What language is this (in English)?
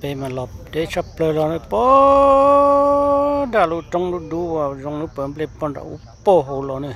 Hmong